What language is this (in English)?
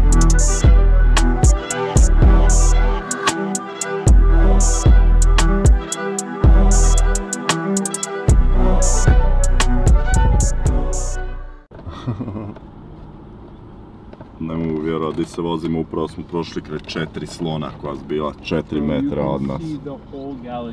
Croatian